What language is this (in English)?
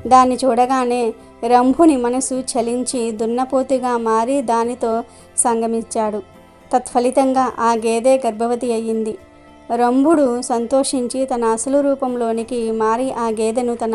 Telugu